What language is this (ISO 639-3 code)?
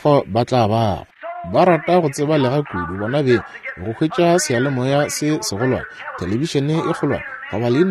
nso